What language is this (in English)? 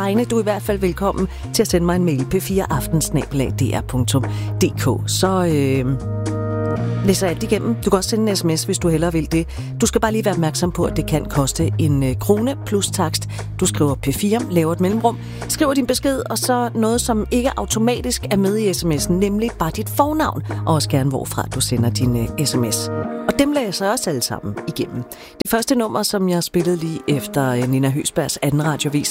Danish